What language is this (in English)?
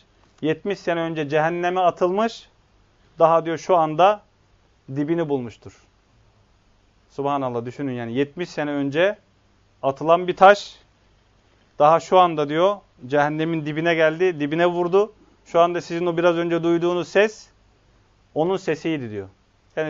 Turkish